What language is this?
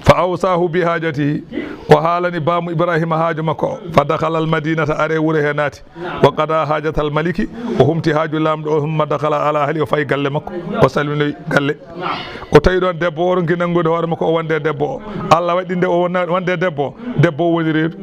Fula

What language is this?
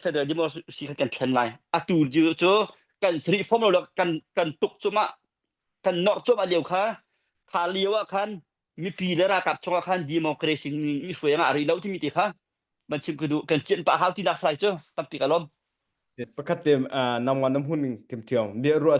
Hakha Chin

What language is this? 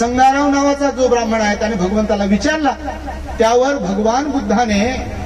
Marathi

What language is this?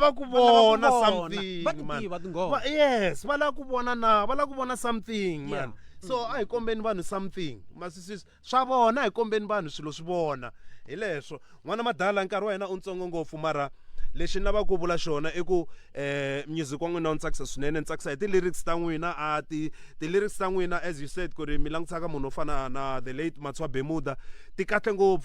Tsonga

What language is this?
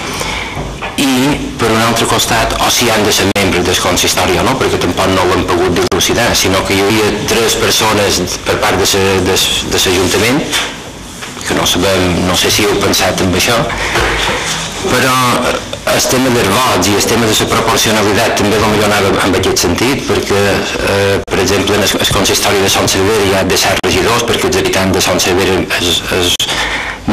Catalan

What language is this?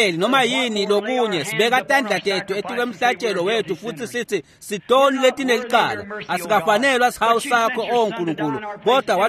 Swati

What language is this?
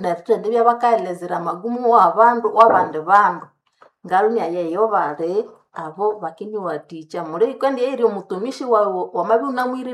Nande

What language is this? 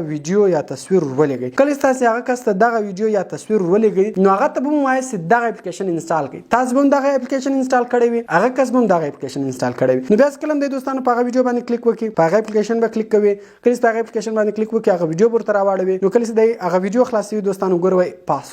Pashto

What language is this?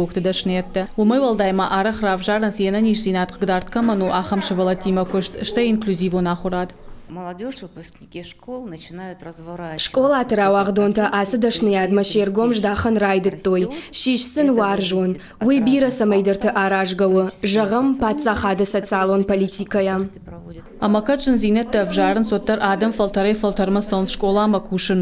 Ossetic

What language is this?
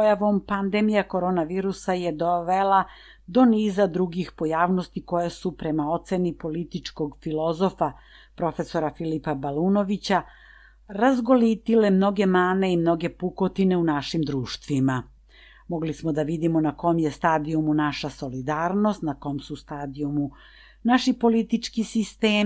Serbian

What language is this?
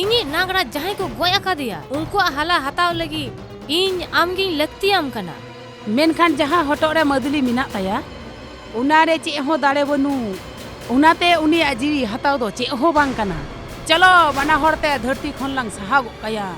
Santali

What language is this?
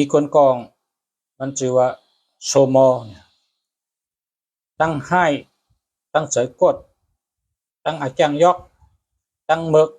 Shan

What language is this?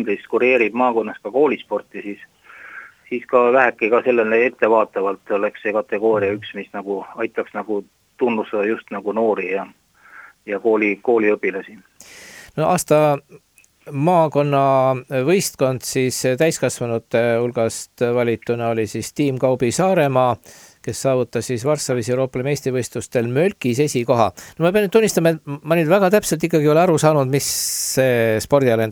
Estonian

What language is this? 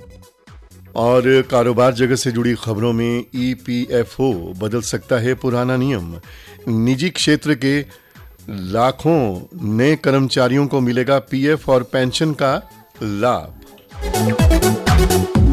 Hindi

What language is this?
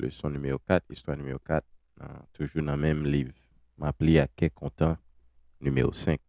Haitian Creole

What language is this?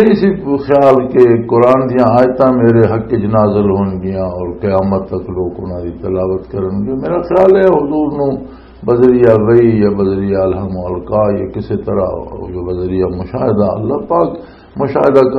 Western Panjabi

